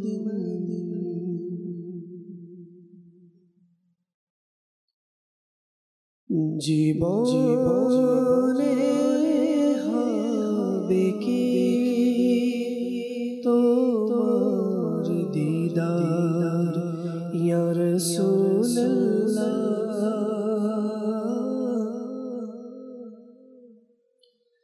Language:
Bangla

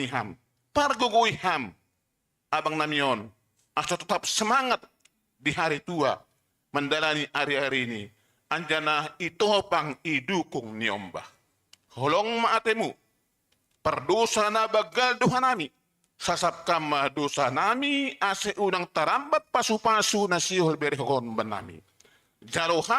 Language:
Batak Simalungun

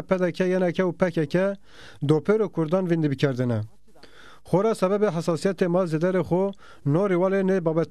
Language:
Zaza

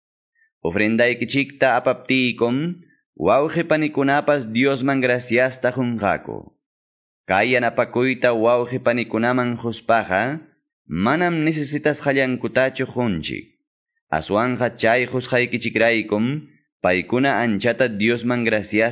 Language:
Quechua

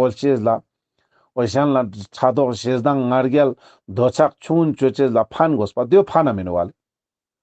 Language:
Ladakhi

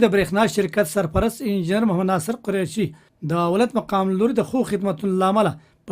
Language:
Pashto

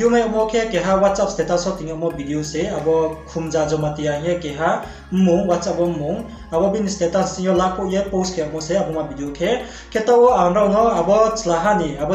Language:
Riang (India)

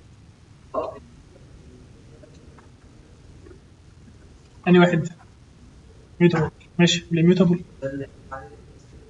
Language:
Egyptian Arabic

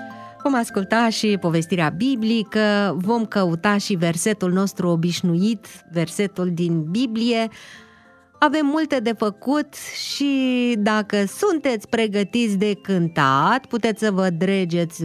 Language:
Romanian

